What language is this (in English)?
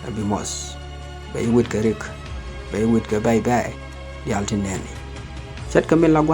Nuer